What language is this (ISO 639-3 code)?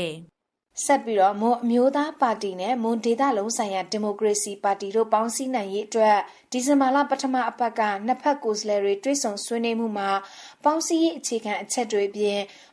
mya